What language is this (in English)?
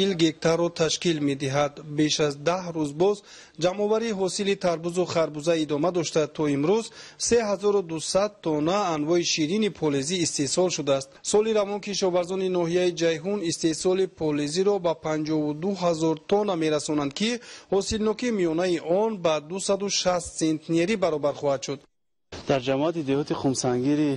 Tajik